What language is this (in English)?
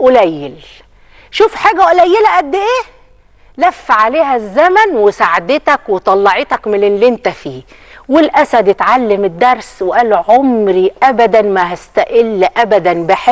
Egyptian Arabic